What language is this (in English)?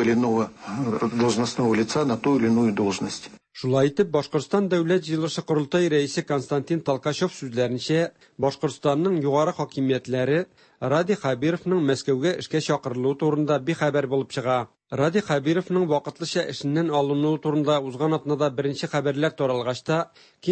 Tatar